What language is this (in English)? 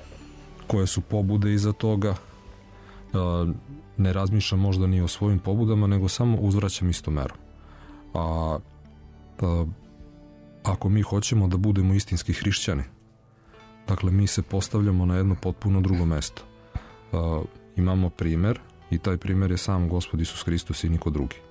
Serbian